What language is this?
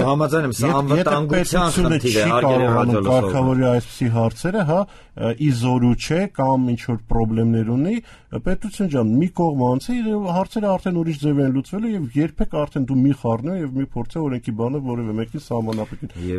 Armenian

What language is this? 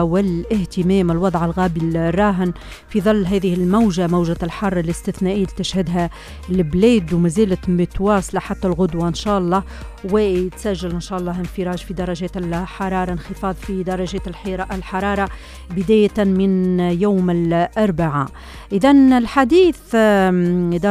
Tunisian Arabic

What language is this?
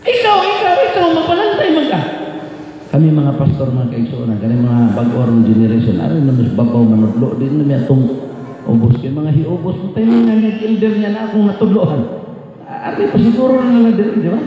Cebuano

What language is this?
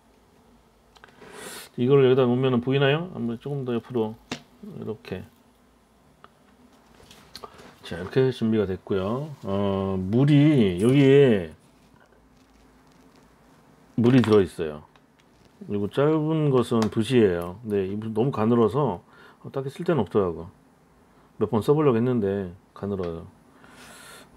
Korean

